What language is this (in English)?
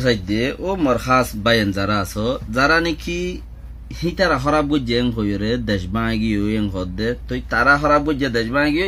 Rohingya